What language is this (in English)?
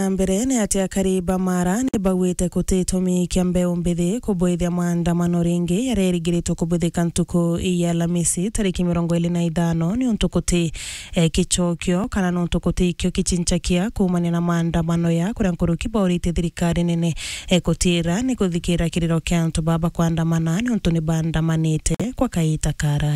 Meru